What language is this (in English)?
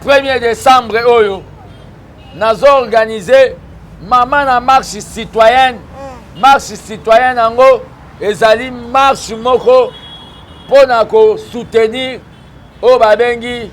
Lingala